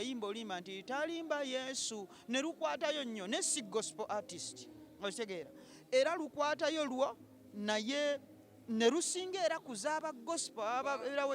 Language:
Ganda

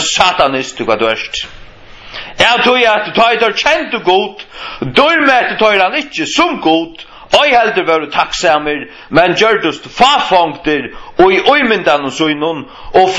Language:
Faroese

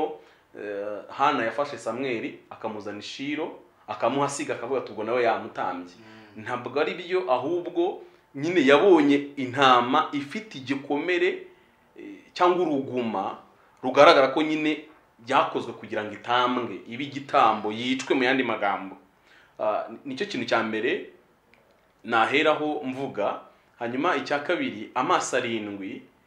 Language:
Kinyarwanda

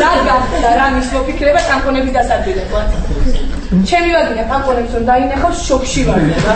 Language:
Georgian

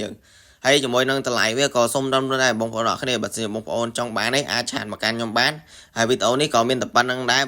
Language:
Khmer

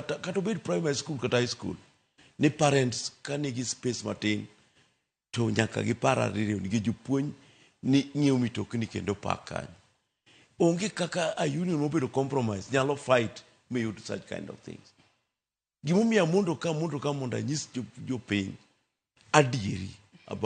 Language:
Luo (Kenya and Tanzania)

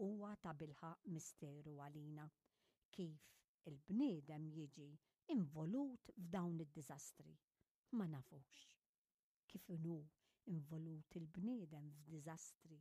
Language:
Maltese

